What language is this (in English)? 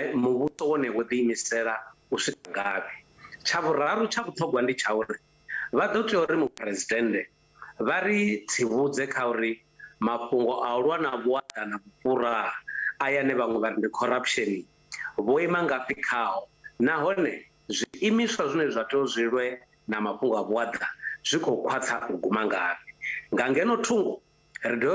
Venda